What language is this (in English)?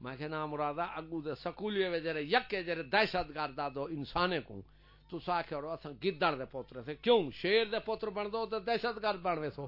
Saraiki